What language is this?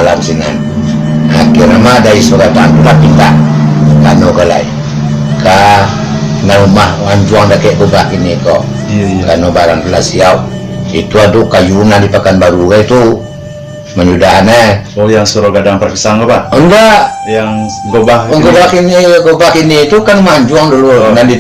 Minangkabau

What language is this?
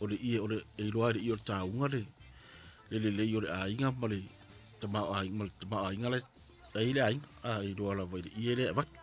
Samoan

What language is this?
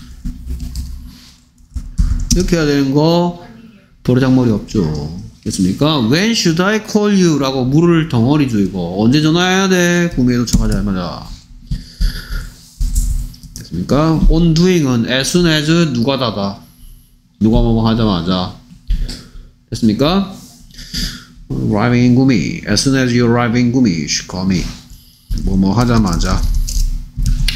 Korean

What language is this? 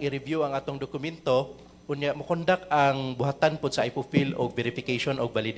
Cebuano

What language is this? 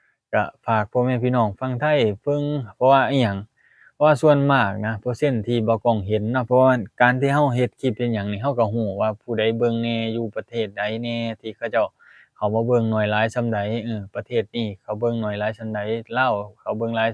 Lao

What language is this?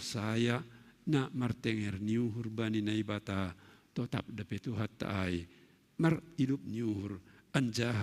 Batak Simalungun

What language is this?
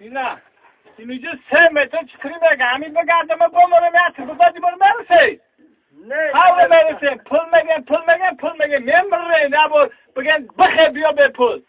Tajik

